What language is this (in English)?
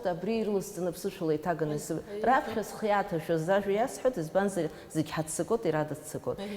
Abkhazian